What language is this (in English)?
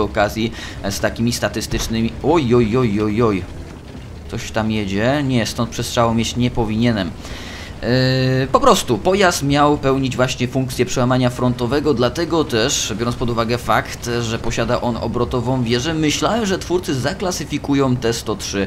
Polish